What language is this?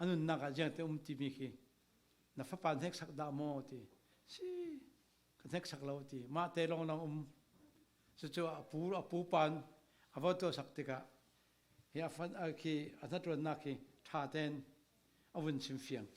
Falam Chin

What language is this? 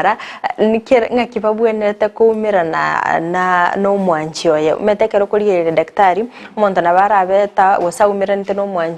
Gusii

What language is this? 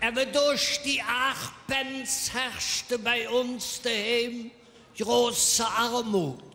Colognian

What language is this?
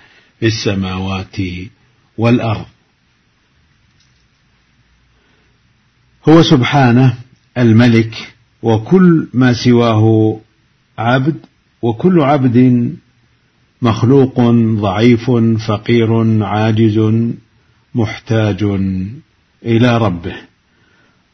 Arabic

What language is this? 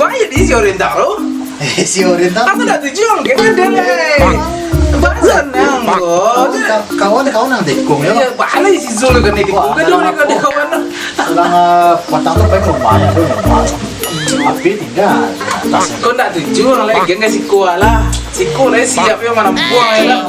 Minangkabau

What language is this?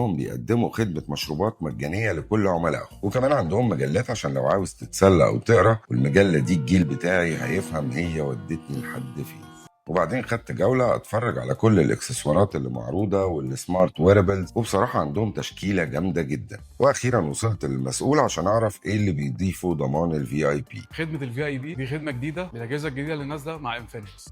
Egyptian Arabic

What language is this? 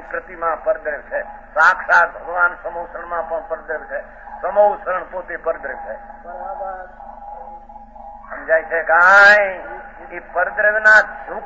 Gujarati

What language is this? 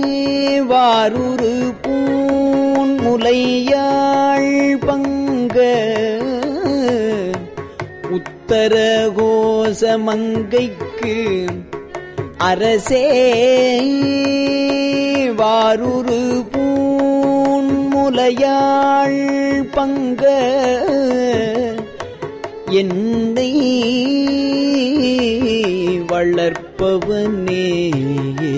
Tamil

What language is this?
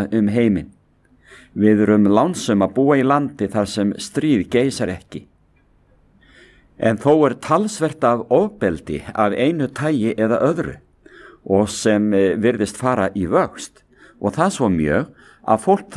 Icelandic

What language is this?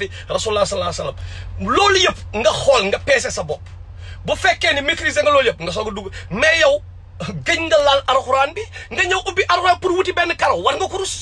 Wolof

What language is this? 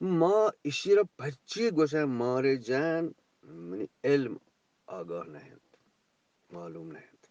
Eastern Balochi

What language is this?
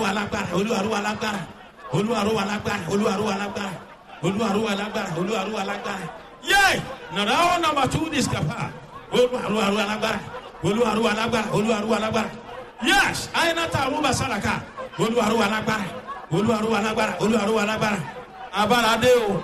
Yoruba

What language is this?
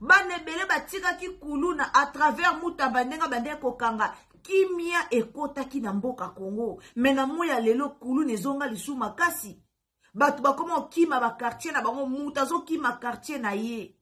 Lingala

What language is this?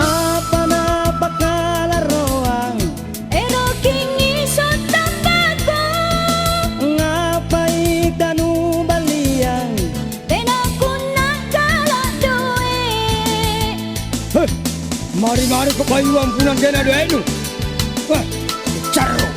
Makasar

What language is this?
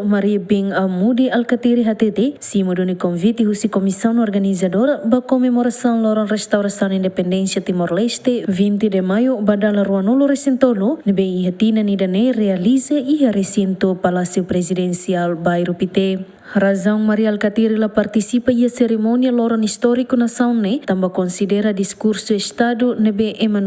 Tetum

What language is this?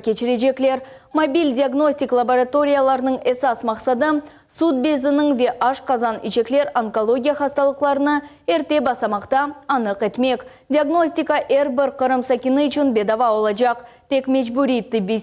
Crimean Tatar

